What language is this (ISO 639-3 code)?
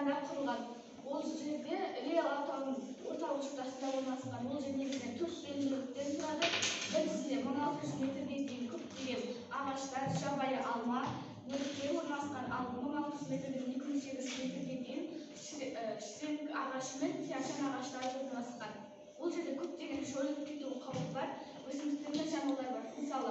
kaz